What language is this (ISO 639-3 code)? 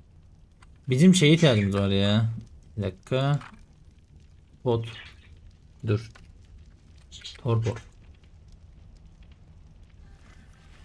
tur